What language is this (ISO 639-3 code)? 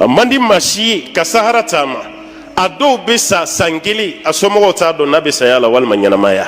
bam